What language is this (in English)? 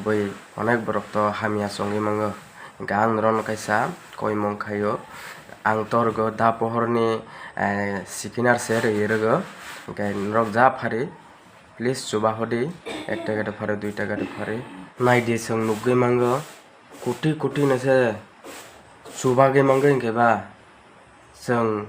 Kok Borok